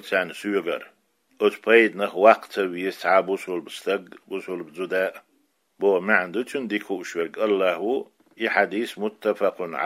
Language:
Chechen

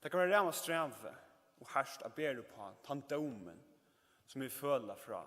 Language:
Faroese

